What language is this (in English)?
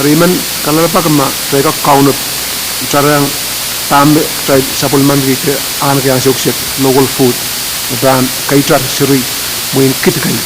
Pohnpeian